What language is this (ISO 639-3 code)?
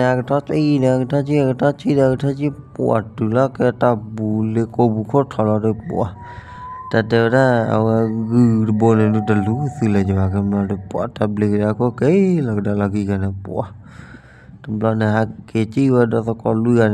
ksw